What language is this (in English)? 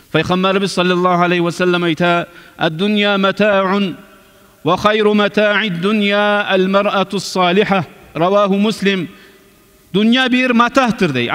Kumyk